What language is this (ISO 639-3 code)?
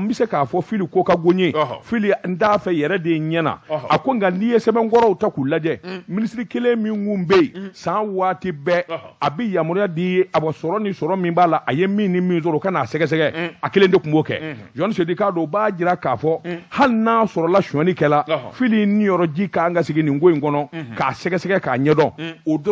bam